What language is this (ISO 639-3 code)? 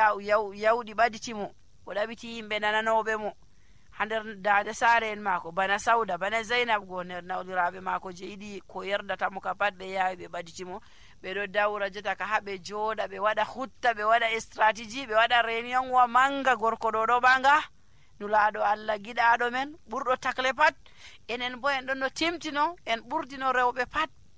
fuv